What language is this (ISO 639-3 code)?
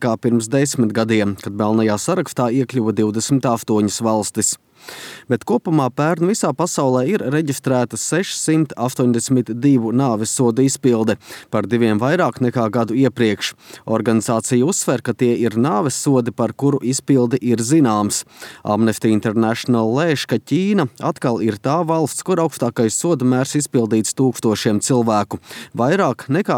lav